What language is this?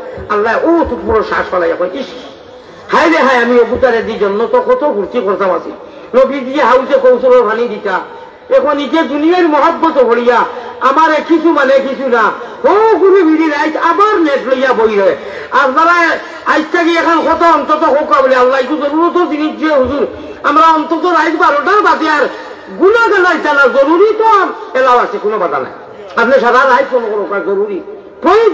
Sylheti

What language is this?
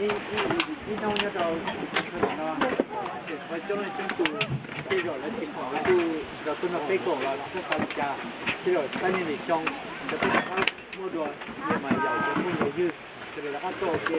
Hmong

